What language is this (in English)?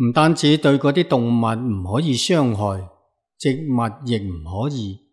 Cantonese